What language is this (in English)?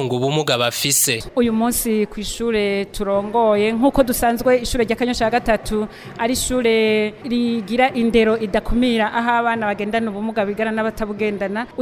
Rundi